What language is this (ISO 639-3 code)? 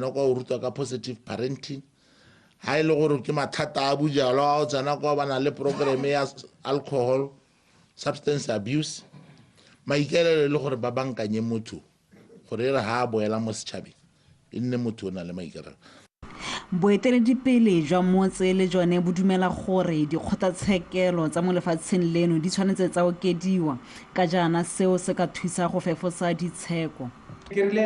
tsn